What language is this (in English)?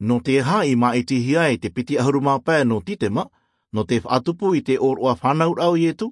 Tahitian